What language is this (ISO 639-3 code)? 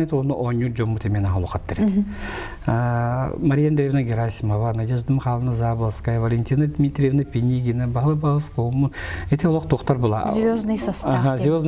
sah